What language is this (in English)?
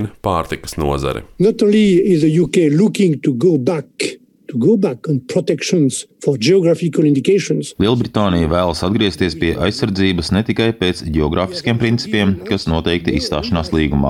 Latvian